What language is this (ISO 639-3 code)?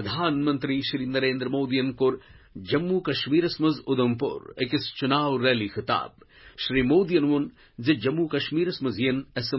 kas